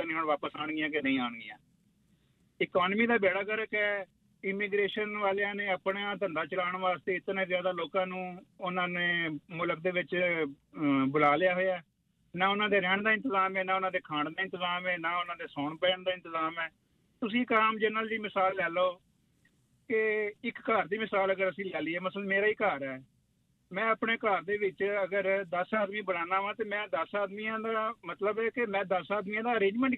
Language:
Punjabi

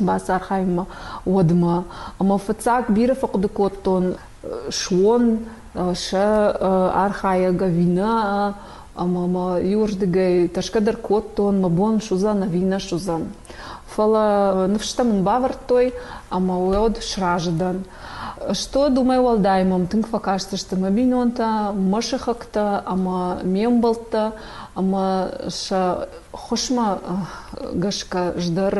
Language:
Ossetic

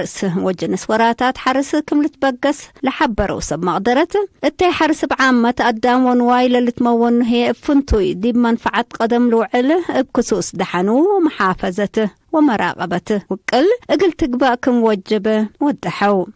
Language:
Tigre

